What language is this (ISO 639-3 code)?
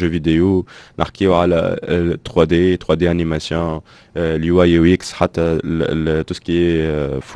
aeb